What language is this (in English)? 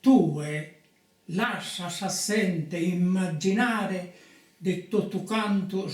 Sardinian